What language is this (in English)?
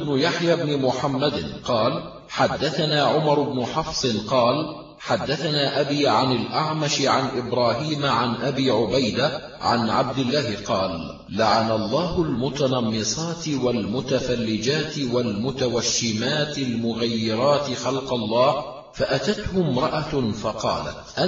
Arabic